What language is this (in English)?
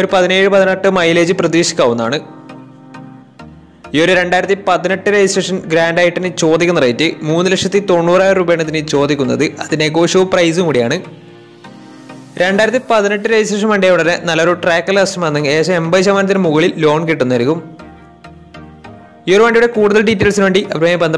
Malayalam